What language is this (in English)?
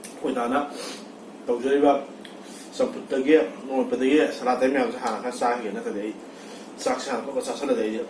Manipuri